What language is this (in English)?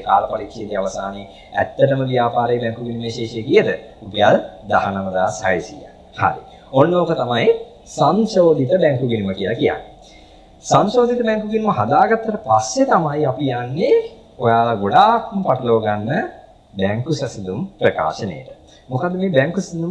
Sinhala